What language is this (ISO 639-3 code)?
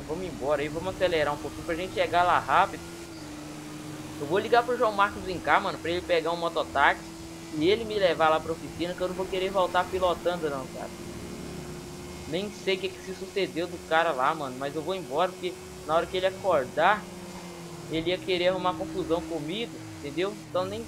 por